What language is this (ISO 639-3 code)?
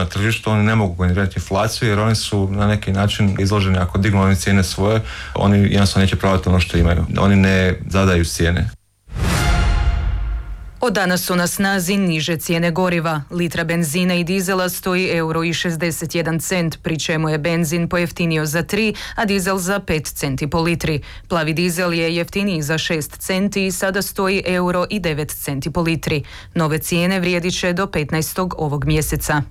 hrv